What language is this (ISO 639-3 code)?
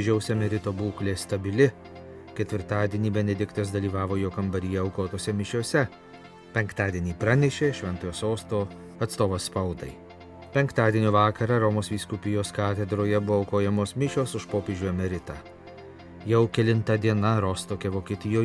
lit